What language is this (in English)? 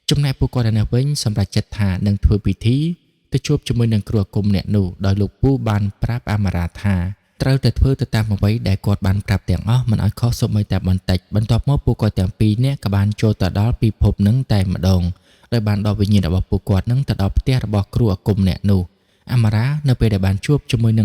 Khmer